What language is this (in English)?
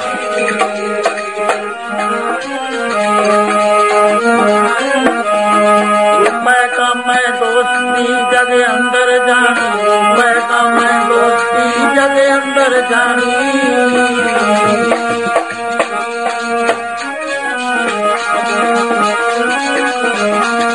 Punjabi